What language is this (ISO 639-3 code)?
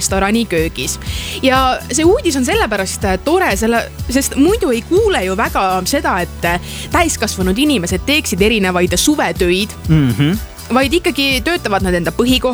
est